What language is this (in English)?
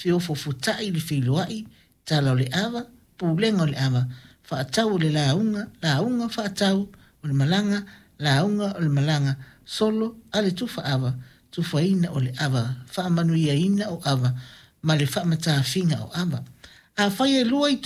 Samoan